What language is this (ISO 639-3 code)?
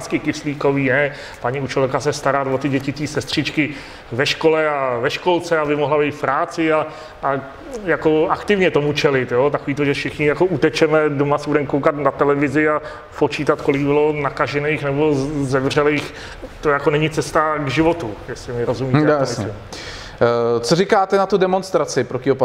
ces